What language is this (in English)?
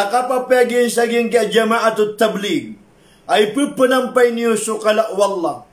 Maranao